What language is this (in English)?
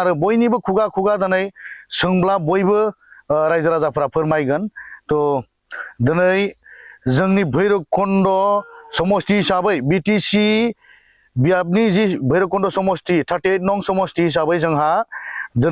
Bodo